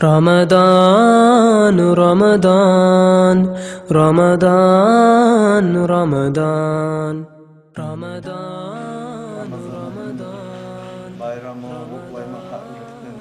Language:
Kumyk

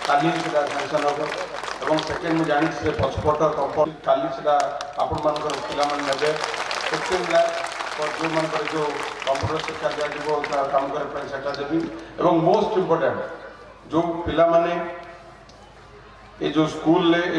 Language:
Odia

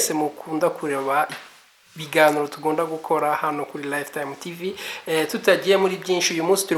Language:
Kinyarwanda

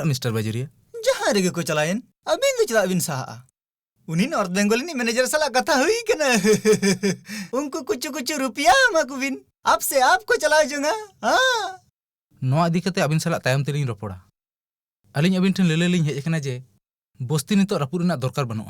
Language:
Santali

